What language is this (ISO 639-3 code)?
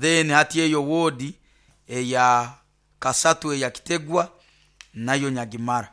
nyn